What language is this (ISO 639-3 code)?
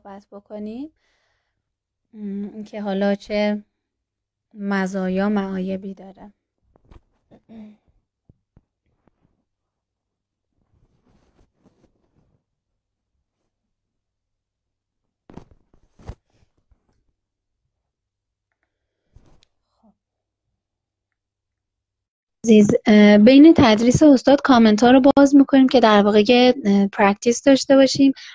fas